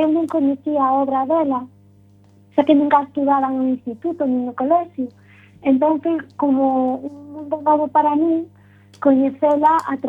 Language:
Galician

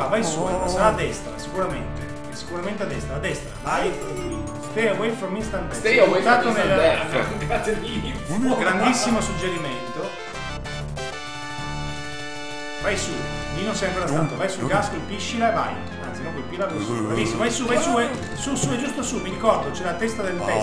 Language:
Italian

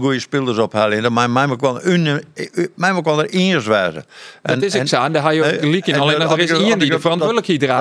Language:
Western Frisian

